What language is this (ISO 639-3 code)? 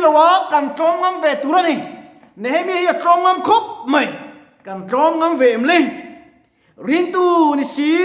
lus